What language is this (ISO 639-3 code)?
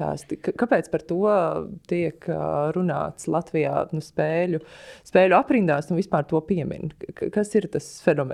lav